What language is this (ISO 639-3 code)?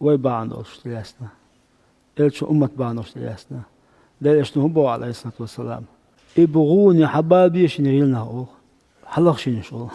che